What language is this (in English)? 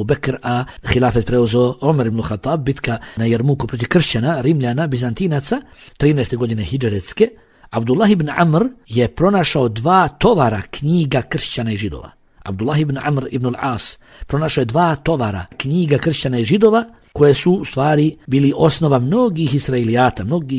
Bosnian